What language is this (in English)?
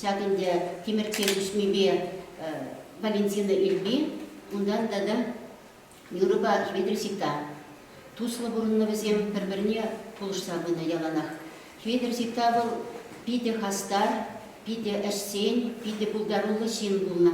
Chuvash